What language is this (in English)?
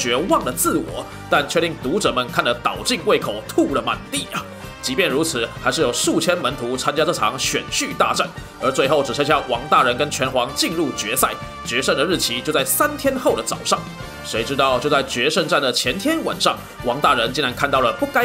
Chinese